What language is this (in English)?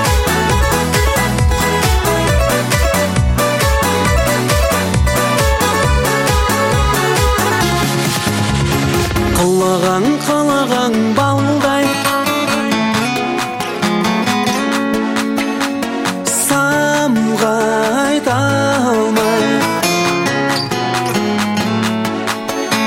Kazakh